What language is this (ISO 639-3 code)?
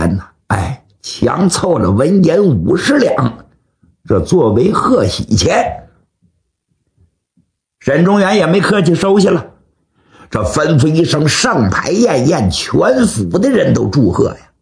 zho